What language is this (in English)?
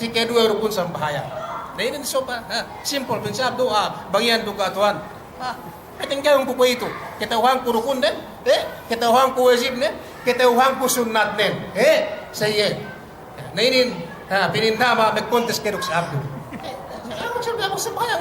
Yakan